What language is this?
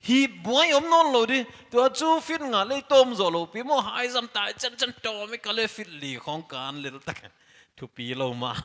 Paite Chin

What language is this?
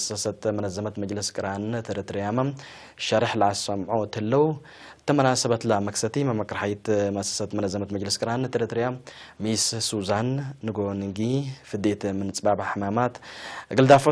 Tigre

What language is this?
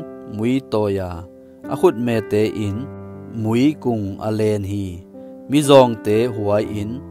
Tedim Chin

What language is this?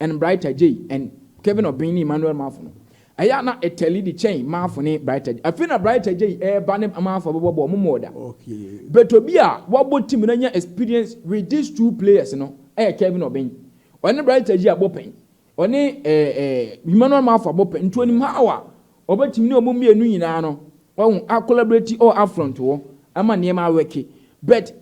Akan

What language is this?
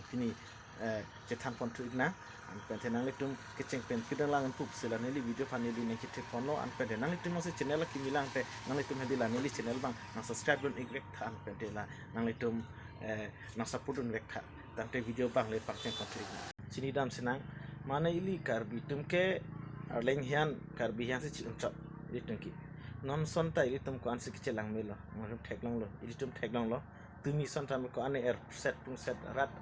Karbi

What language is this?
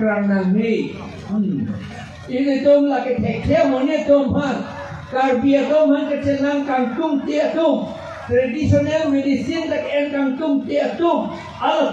Karbi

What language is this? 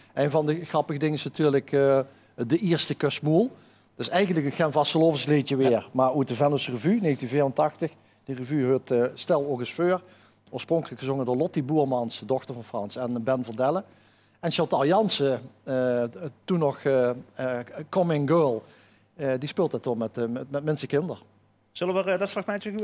Dutch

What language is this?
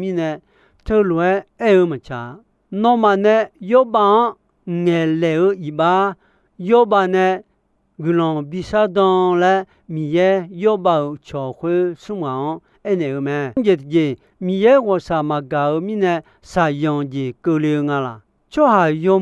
Akha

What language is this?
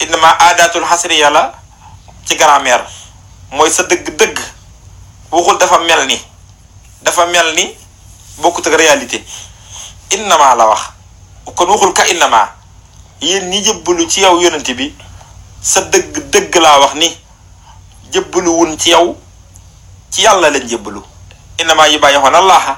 Wolof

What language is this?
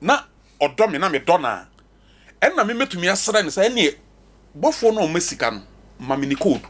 Akan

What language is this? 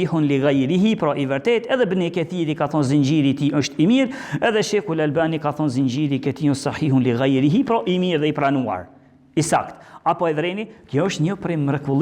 Albanian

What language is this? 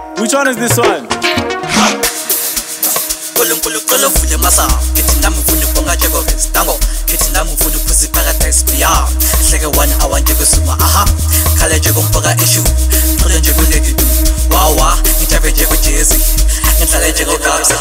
Swahili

